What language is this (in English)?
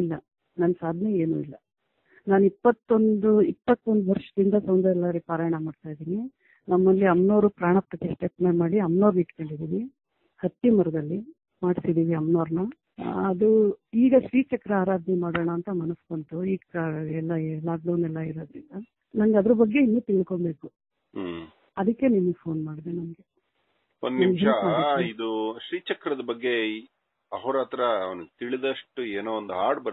Kannada